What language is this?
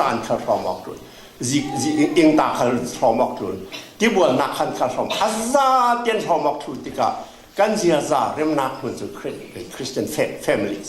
Falam Chin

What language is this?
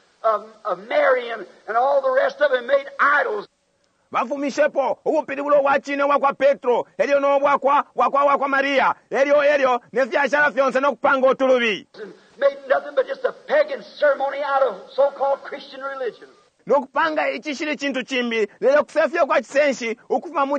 Bemba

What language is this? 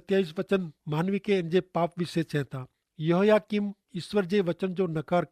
Kachhi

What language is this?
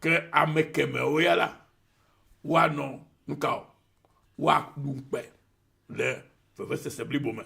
Ewe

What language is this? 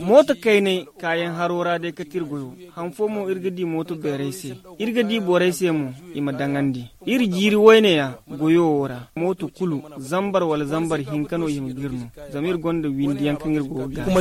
Zarma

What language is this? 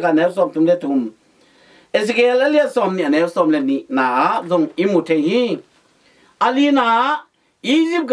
Tedim Chin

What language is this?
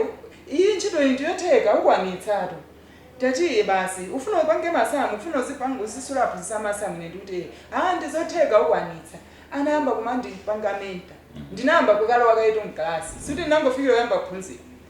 Nyanja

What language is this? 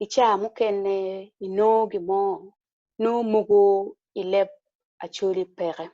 Acoli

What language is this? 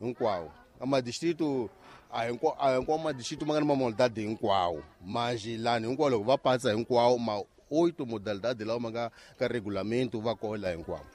Tsonga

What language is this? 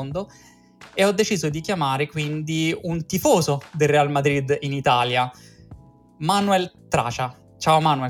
Italian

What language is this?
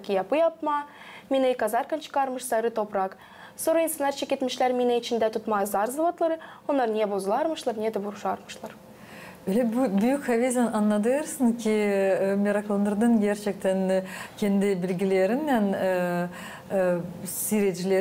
Gagauz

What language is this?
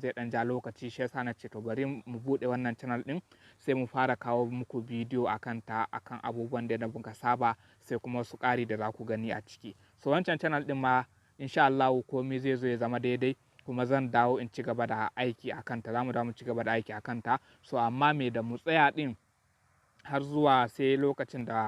Hausa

